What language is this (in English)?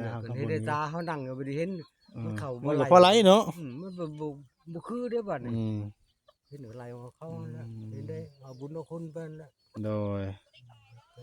Northeastern Thai